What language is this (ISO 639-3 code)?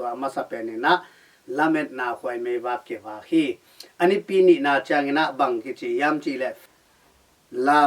ctd